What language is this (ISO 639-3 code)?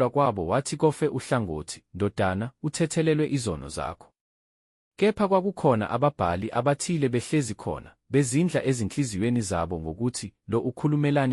zul